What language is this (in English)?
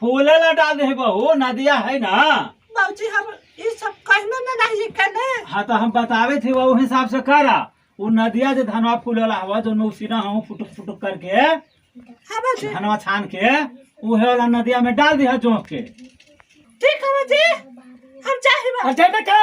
Magahi